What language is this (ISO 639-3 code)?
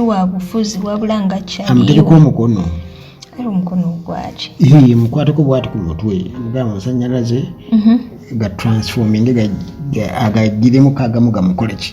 lug